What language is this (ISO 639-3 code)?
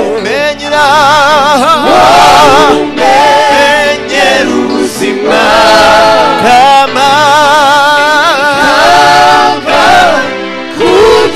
kin